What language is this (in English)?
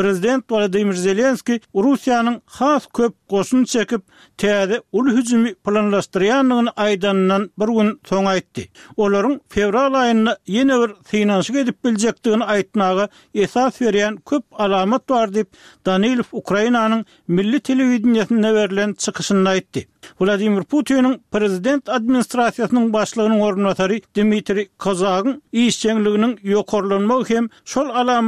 Turkmen